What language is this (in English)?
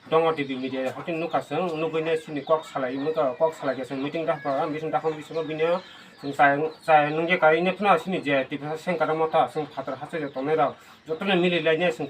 Kok Borok